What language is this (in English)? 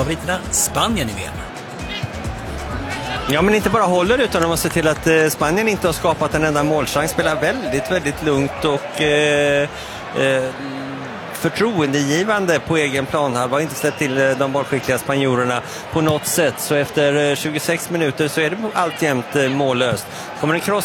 Swedish